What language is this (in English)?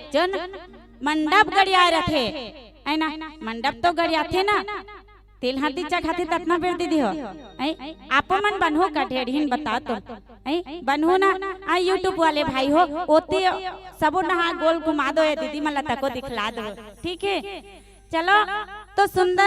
Chhattisgarhi